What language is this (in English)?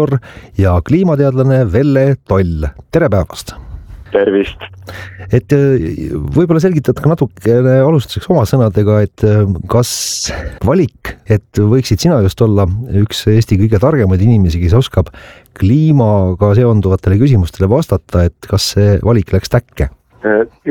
Estonian